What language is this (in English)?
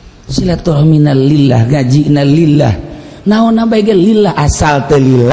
Sundanese